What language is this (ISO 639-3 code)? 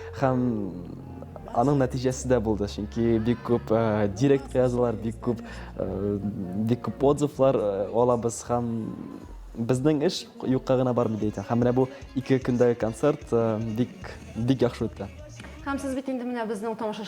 tat